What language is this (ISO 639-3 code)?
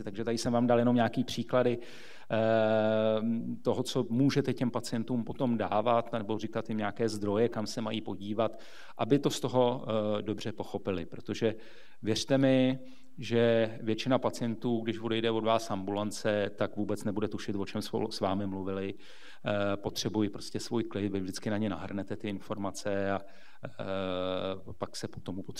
ces